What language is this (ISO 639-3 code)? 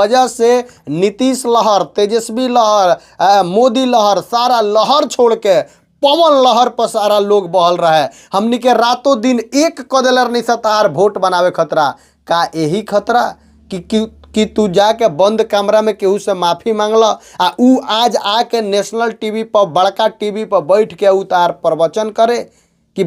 bho